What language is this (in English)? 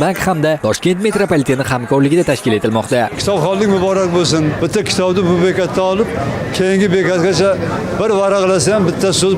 Uzbek